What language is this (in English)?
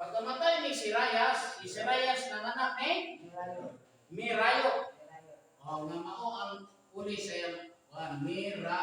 Cebuano